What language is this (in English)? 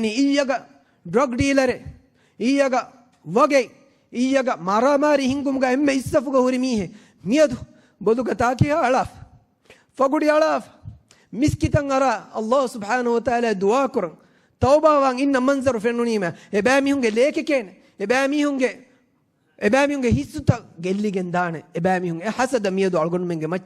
Divehi